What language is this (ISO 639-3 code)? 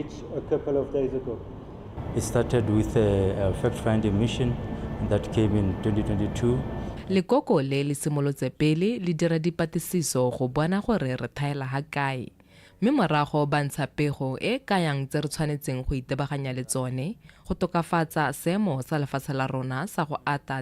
tsn